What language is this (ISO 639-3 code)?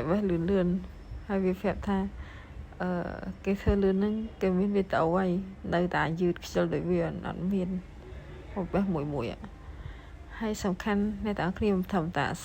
khm